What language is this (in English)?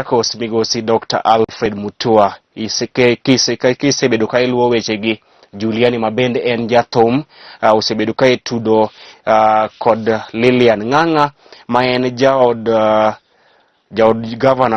Luo (Kenya and Tanzania)